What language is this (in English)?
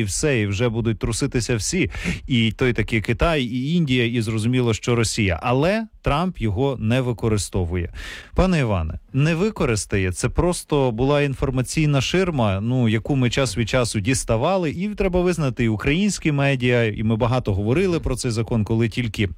Ukrainian